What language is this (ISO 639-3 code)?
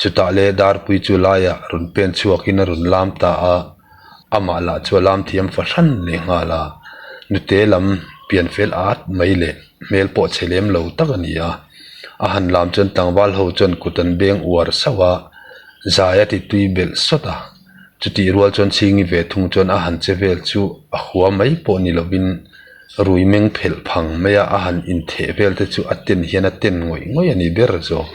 lus